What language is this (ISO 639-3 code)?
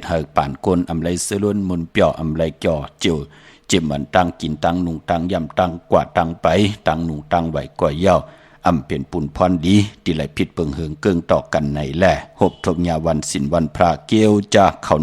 shn